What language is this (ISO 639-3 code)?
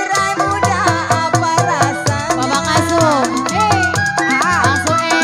bew